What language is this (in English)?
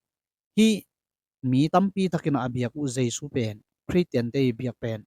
Tedim Chin